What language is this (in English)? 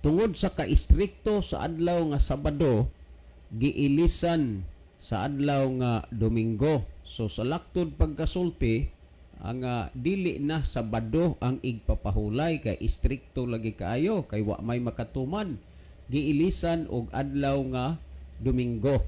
Cebuano